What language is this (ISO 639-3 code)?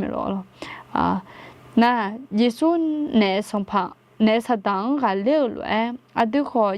ahk